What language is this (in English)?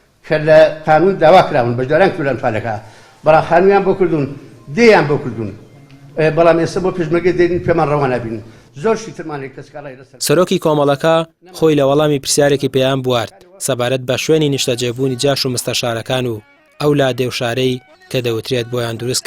Central Kurdish